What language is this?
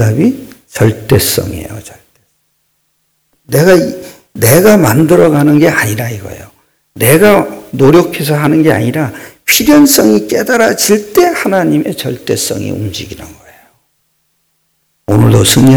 Korean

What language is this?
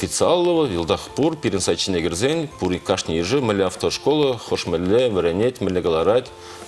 Chuvash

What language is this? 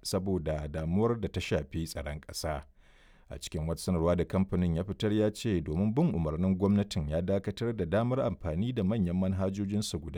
Hausa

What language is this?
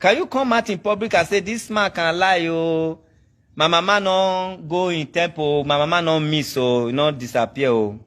Nigerian Pidgin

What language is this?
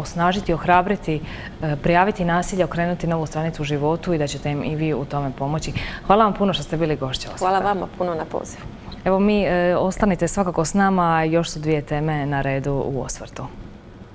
Croatian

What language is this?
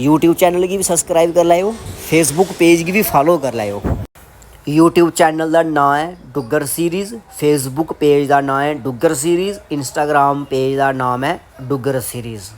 Dogri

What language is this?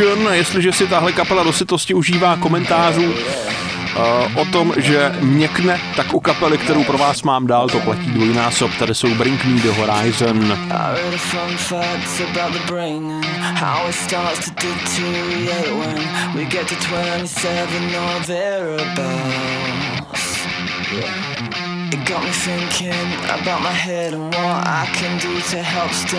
Czech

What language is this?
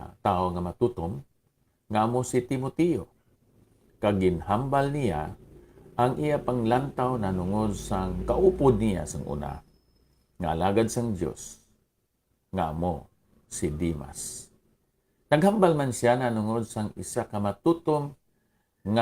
Hiligaynon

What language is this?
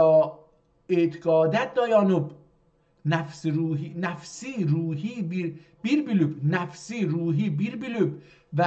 South Azerbaijani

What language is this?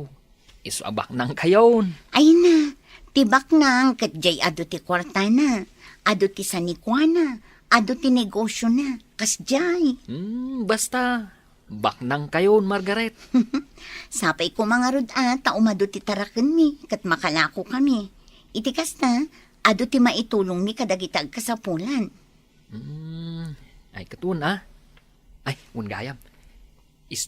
Iloko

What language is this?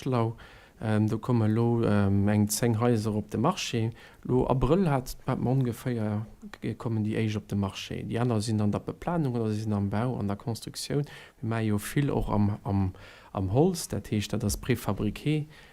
Luxembourgish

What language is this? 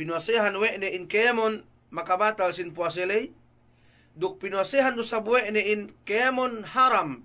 Yakan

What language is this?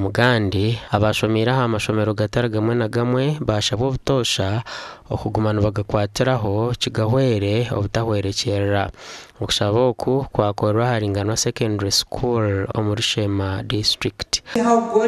Nyankole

